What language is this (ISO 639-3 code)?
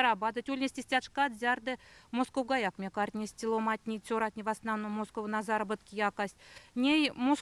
myv